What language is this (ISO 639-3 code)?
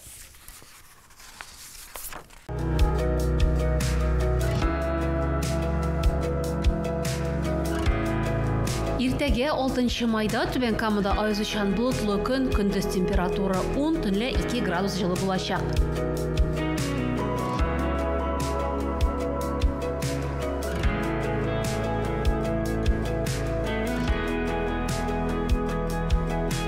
tat